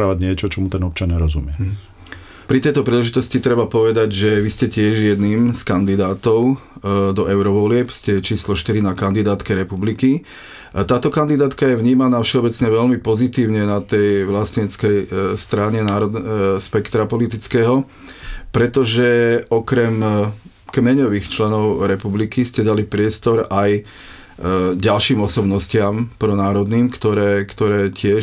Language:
Slovak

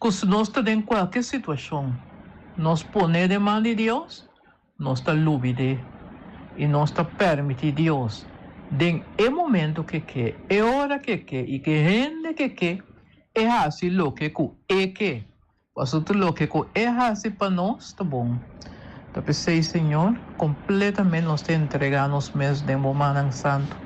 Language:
Papiamento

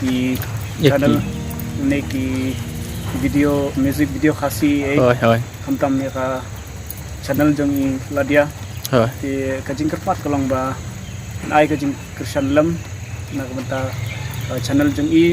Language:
Khasi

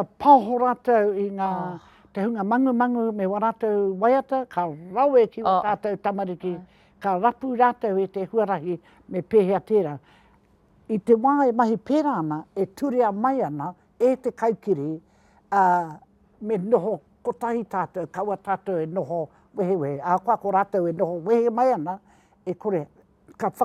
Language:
Māori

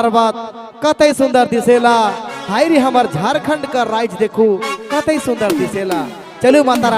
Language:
Sadri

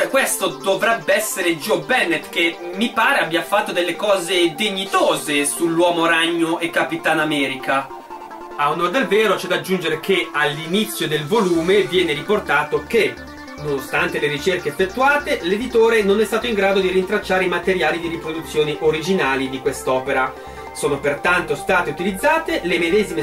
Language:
Italian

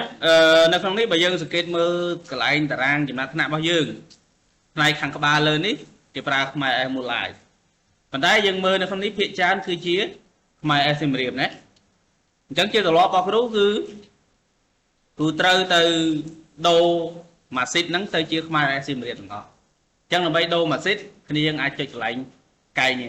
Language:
Khmer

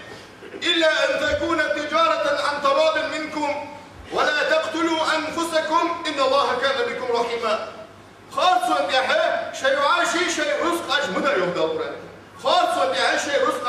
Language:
Ingush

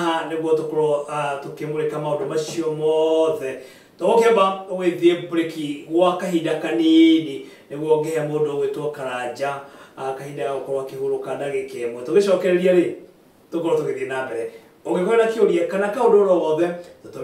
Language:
Kikuyu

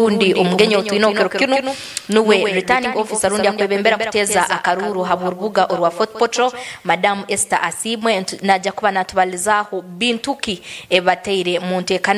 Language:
Nyankole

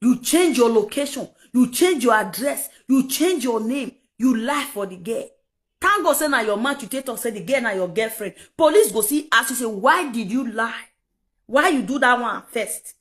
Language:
Nigerian Pidgin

